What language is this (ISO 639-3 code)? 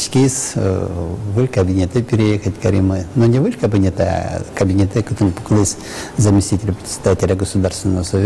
udm